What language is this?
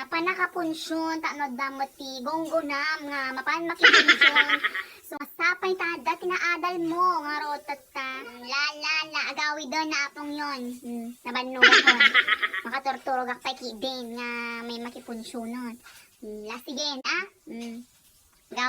Iloko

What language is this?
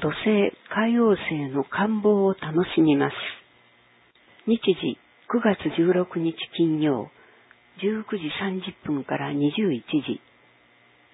Japanese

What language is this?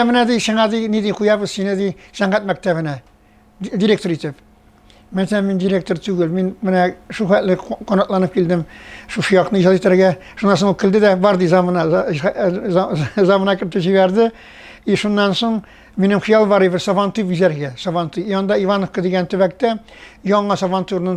Tatar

